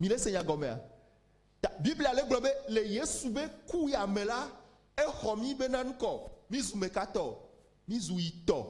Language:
Ewe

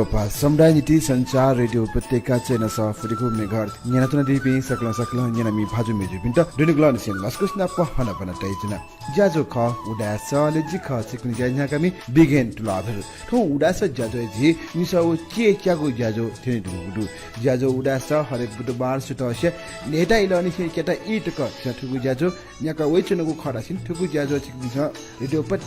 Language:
Newari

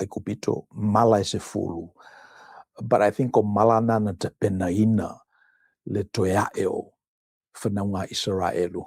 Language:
Samoan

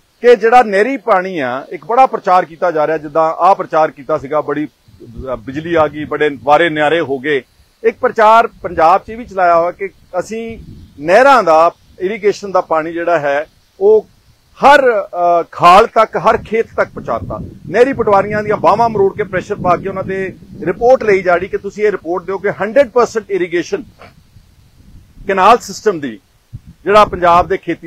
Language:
Punjabi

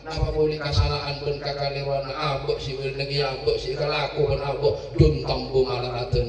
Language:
Madurese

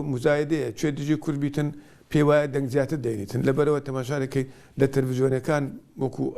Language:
Central Kurdish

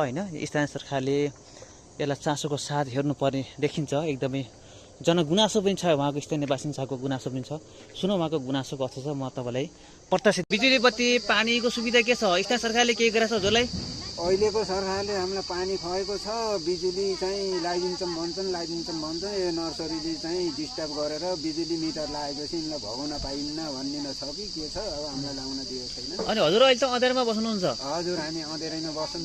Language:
Nepali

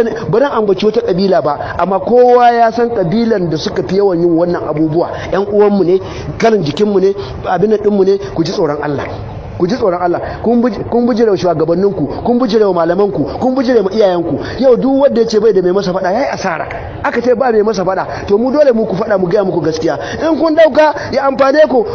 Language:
Hausa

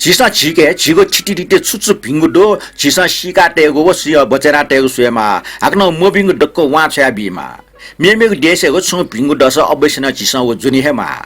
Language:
Newari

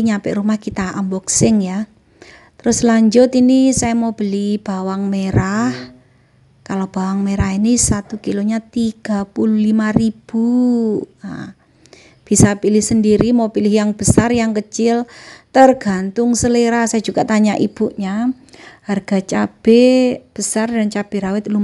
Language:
Indonesian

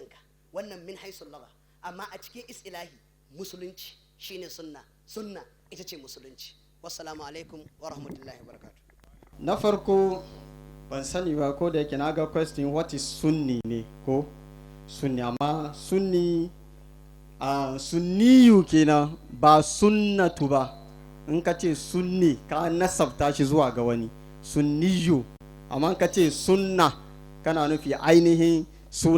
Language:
Hausa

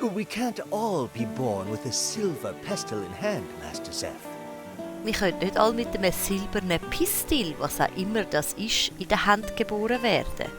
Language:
Swiss German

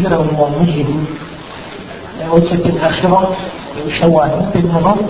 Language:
Thai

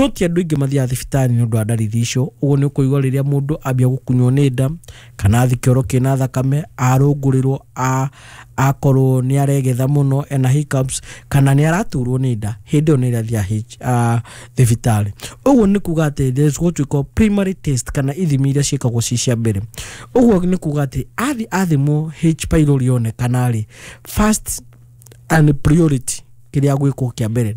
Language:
Kikuyu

